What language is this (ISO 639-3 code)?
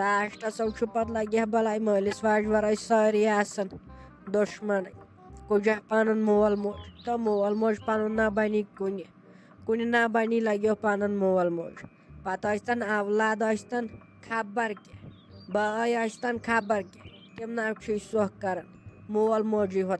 kas